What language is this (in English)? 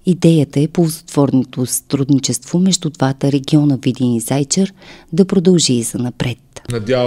Bulgarian